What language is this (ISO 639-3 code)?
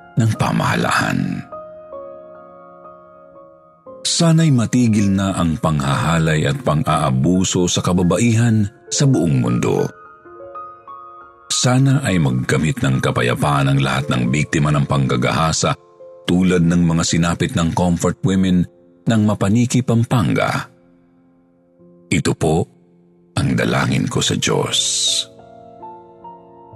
fil